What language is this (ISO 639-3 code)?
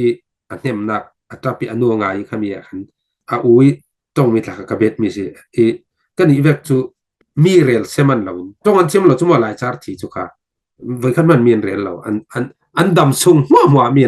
cfm